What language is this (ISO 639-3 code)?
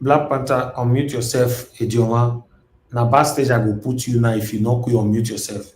pcm